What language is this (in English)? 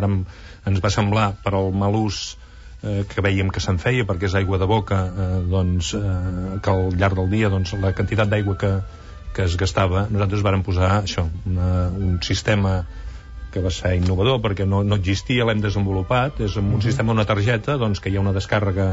Catalan